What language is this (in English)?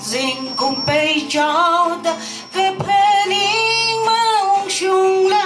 Tangkhul Naga (India)